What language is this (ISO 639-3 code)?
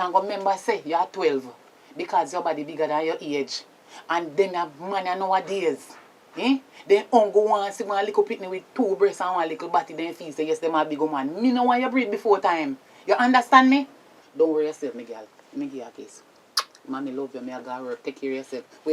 jam